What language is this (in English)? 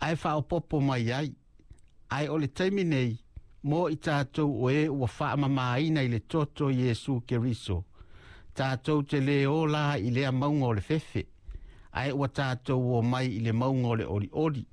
Samoan